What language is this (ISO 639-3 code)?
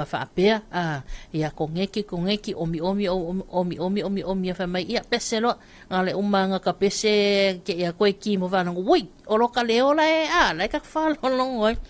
smo